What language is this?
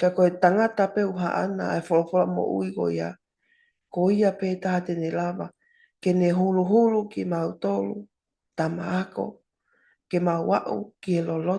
Tongan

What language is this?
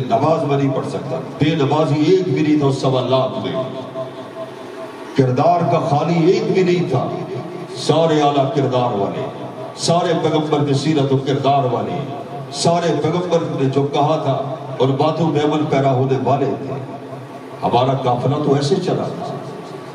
Urdu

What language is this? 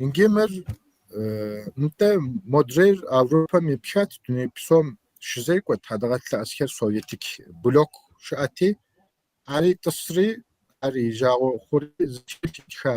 Kabardian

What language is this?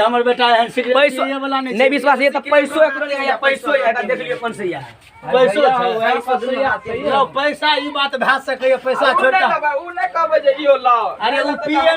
Maithili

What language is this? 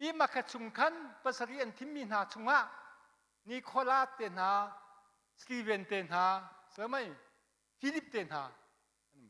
Hakha Chin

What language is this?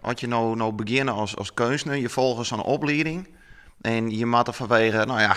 Western Frisian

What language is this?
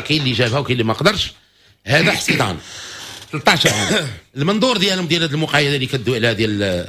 Moroccan Arabic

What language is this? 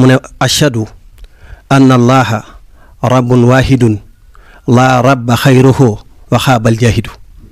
Wolof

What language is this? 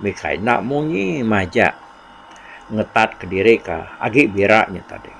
Iban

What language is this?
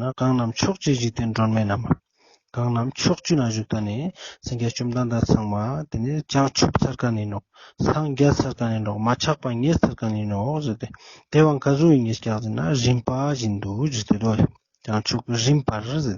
Ladakhi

